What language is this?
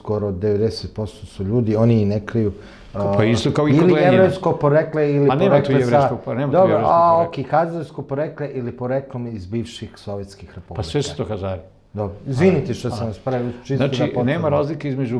Serbian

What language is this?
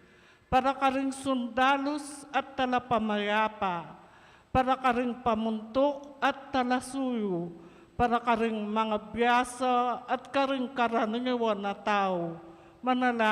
Pampanga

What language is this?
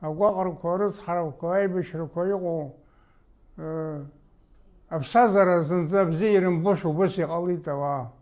Abkhazian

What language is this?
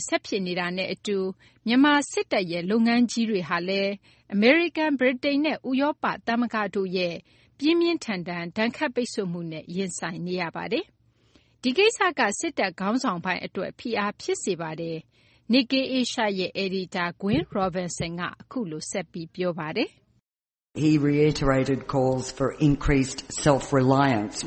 Burmese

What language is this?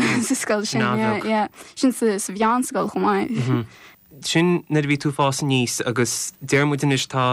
Irish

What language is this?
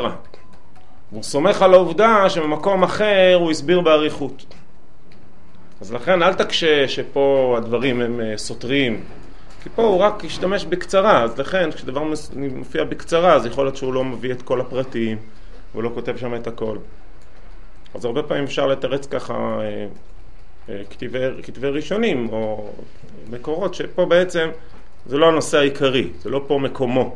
Hebrew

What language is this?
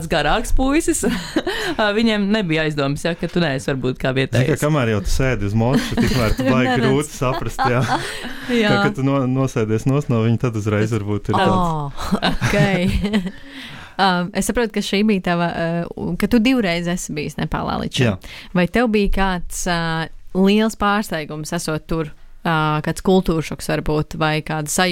Latvian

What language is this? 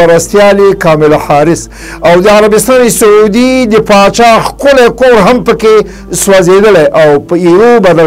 Pashto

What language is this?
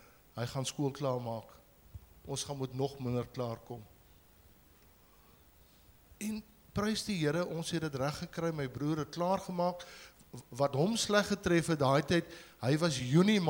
Afrikaans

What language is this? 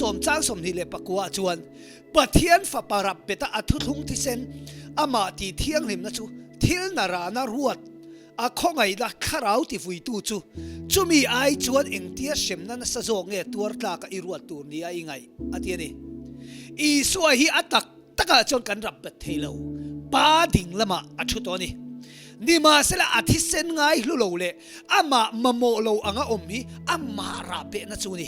Mizo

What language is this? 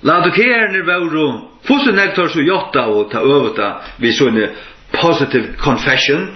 Faroese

